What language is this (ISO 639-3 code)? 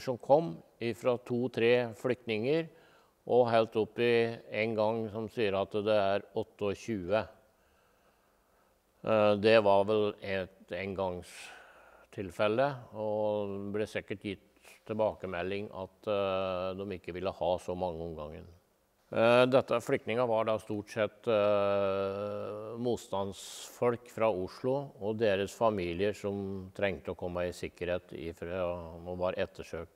nor